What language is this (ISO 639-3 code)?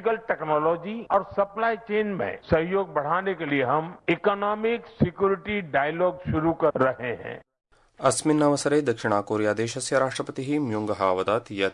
san